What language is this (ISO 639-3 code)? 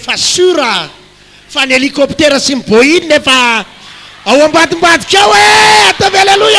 mlg